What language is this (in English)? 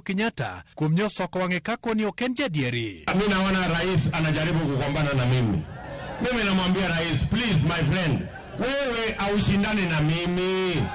Luo (Kenya and Tanzania)